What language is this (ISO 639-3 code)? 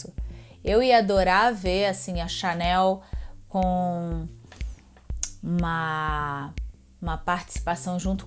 por